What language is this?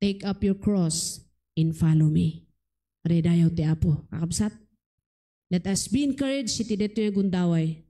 Iloko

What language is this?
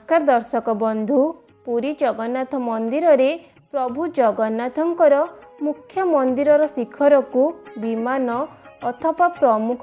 Odia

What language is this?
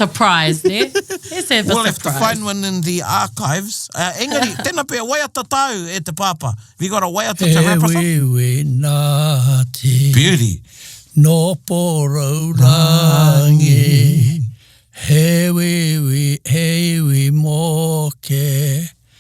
Māori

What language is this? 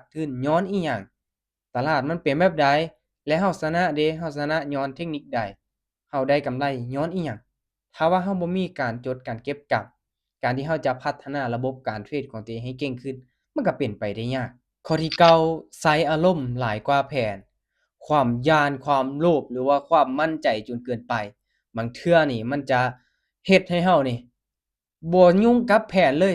Lao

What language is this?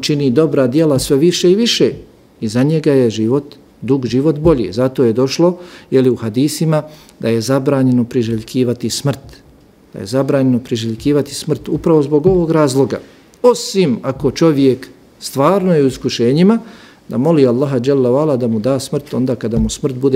Bosnian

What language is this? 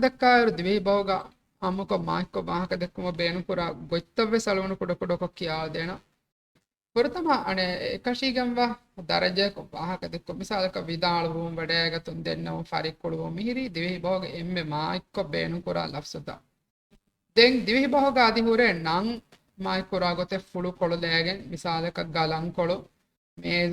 Divehi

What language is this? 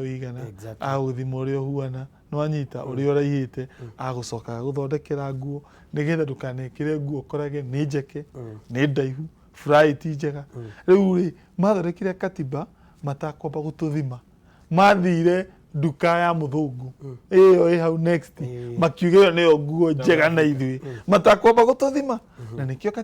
Kikuyu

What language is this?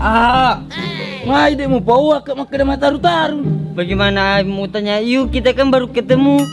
Buginese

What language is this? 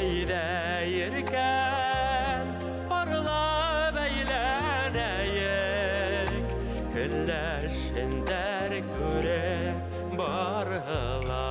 Bashkir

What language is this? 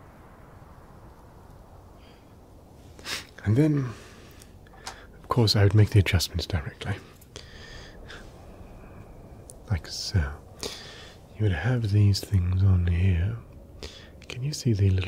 English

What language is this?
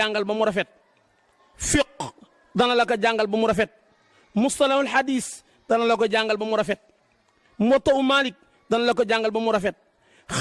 Wolof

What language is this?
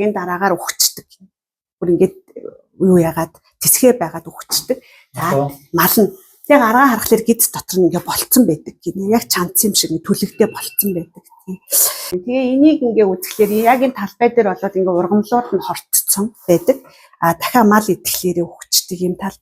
Mongolian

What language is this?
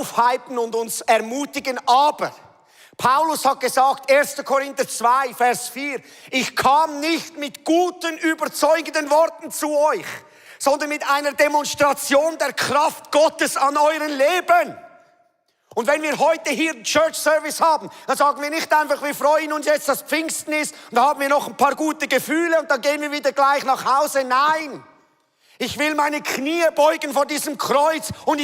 Swiss German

